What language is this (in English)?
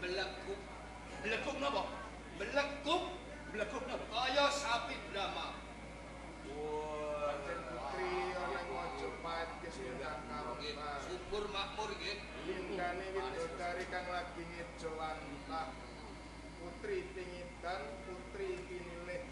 Javanese